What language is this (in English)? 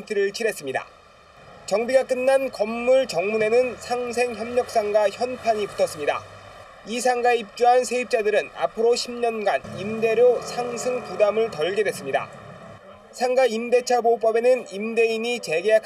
Korean